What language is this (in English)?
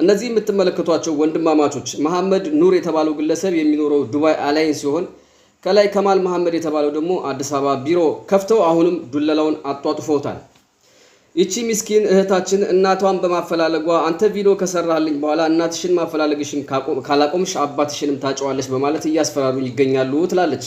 Amharic